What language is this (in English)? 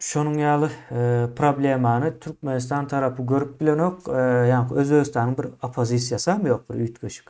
Turkmen